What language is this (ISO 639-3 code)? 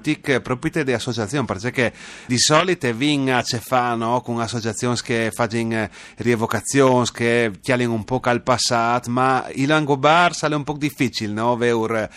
fur